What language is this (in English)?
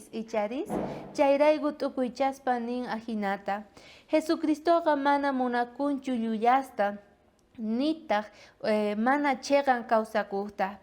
South Bolivian Quechua